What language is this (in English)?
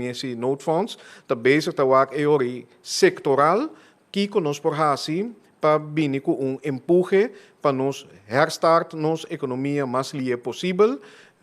Papiamento